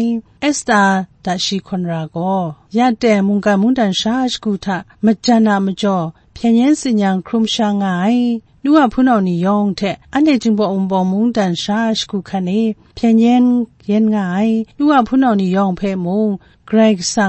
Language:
Kachin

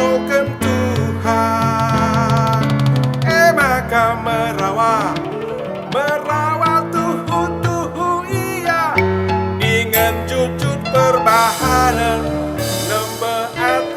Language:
Batak Karo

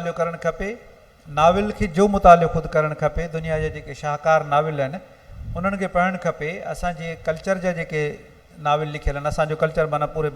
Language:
Sindhi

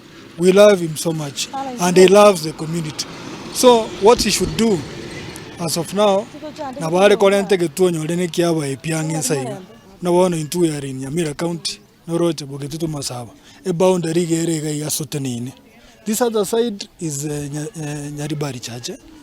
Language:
Gusii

